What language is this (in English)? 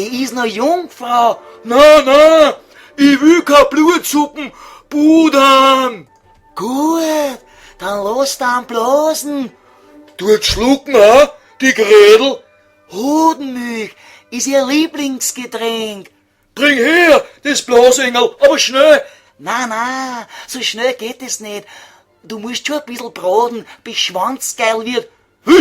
Bavarian